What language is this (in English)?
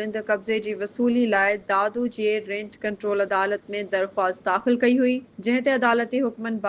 Sindhi